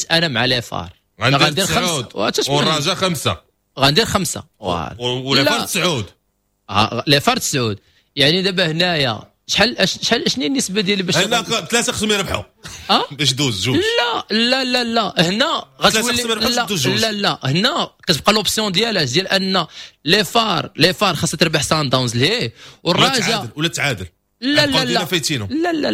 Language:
Moroccan Arabic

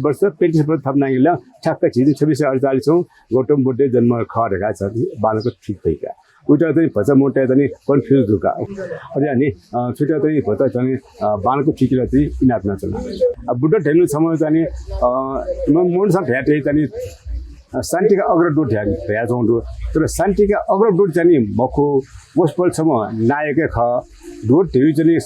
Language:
Newari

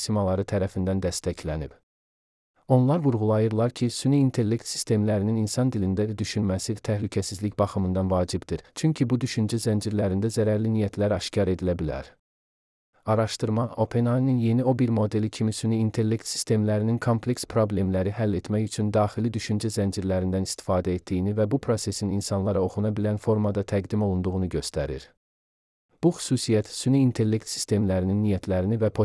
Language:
Azerbaijani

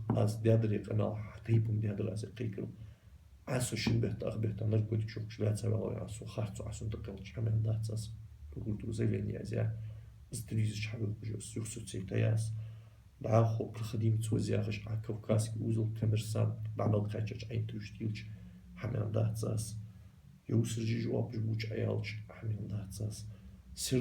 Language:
Ingush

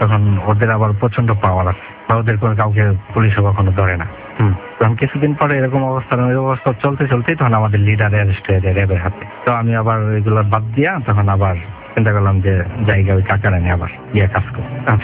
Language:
Bangla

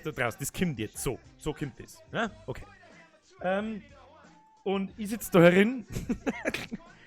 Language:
Bavarian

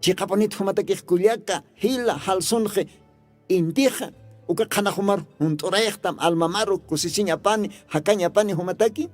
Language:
Aymara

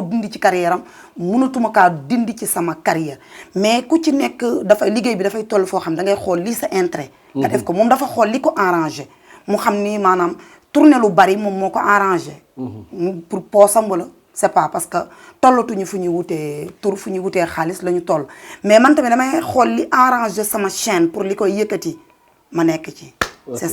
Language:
Wolof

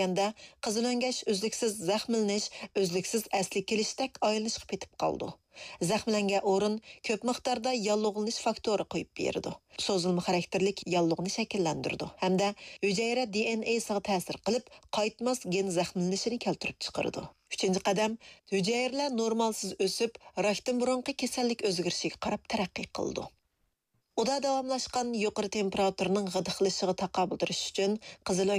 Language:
Uyghur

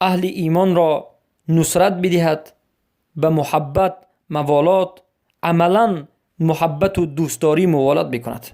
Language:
Persian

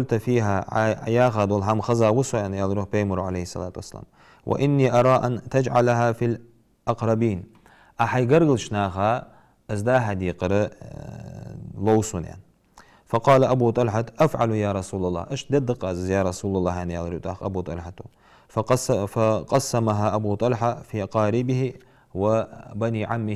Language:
Ingush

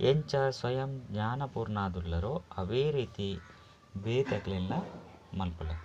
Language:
Tulu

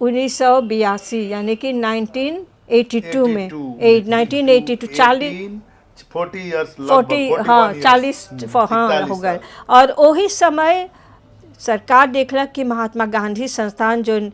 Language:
Bhojpuri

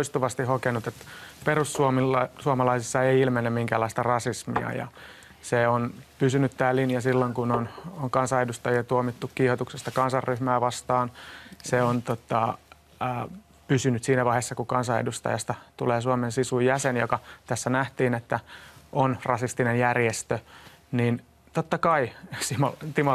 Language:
Finnish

